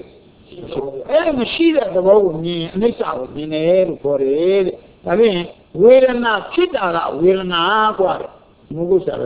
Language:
Burmese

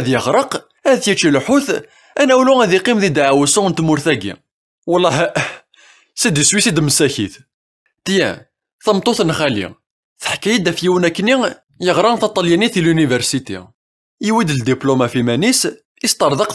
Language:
Kabyle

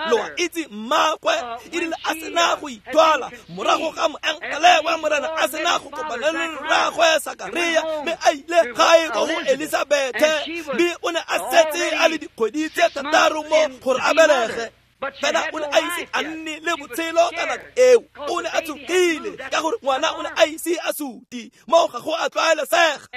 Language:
Tswana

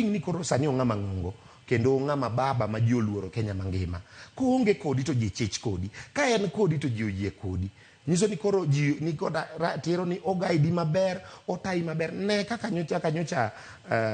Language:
Luo (Kenya and Tanzania)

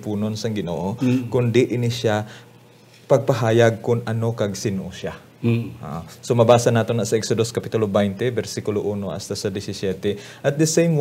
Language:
Hiligaynon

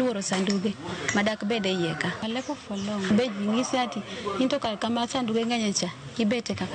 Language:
Luo (Kenya and Tanzania)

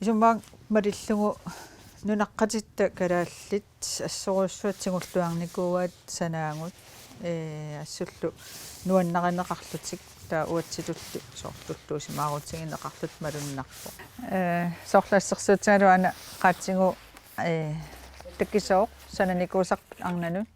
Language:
Kalaallisut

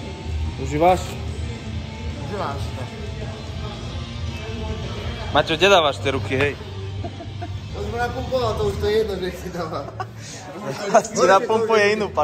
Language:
Slovak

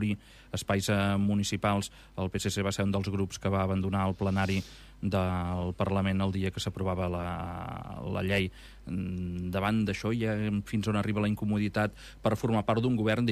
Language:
Catalan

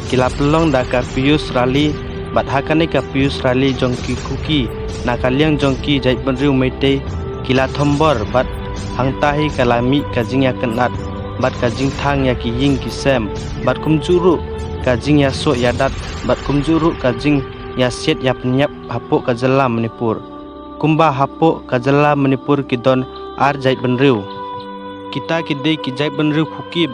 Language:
Khasi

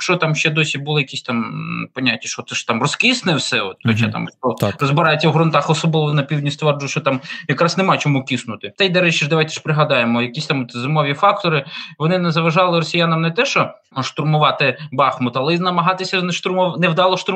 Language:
Ukrainian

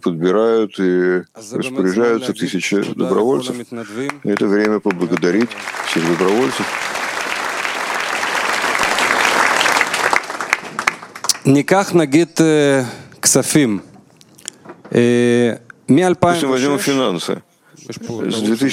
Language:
Russian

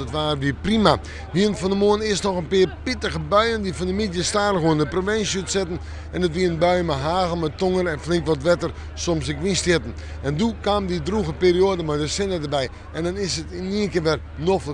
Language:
Western Frisian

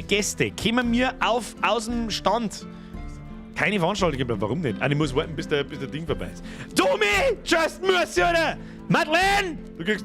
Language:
Bavarian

